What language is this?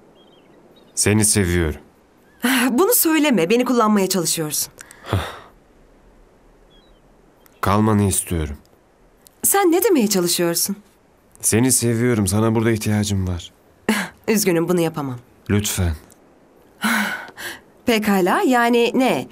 Turkish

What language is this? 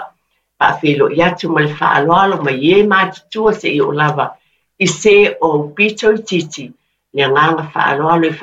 Samoan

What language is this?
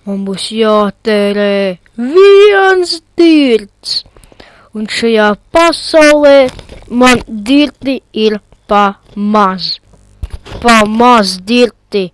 Latvian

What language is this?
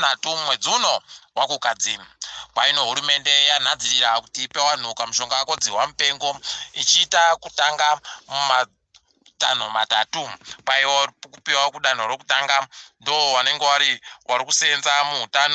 Ndau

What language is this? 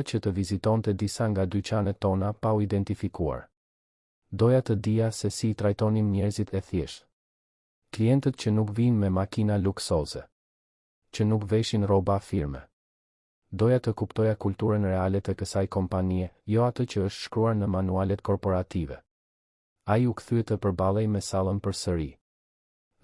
Albanian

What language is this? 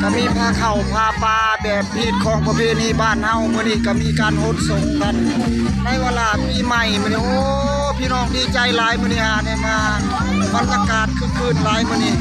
Northeastern Thai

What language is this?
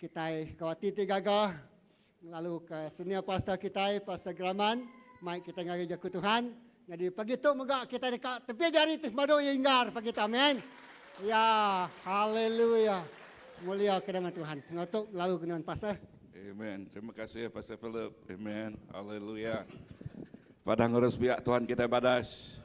Iban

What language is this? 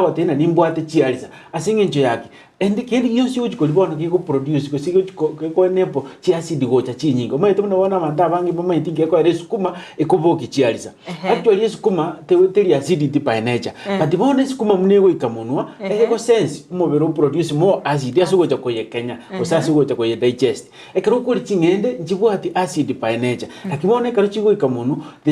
Gusii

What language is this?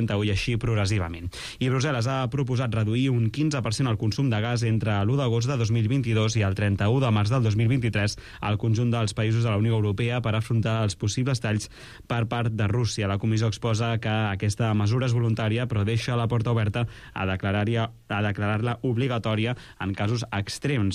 Catalan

